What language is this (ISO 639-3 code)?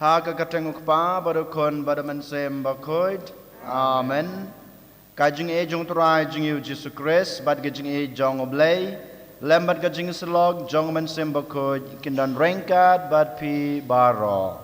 kha